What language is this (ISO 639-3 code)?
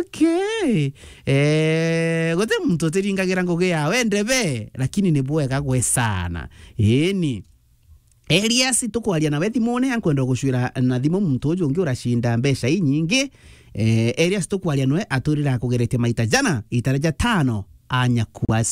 mer